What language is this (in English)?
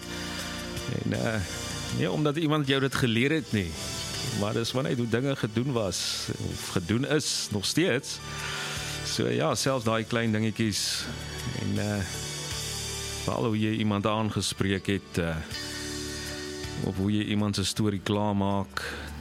Afrikaans